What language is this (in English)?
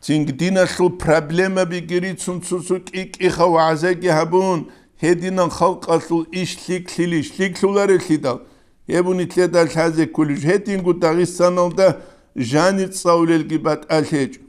Avaric